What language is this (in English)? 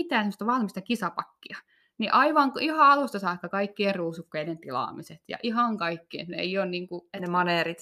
Finnish